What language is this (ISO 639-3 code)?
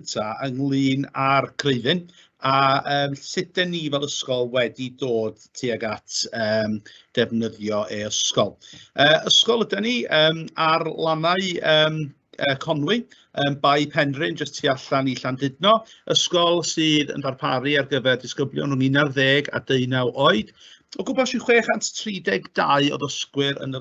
cym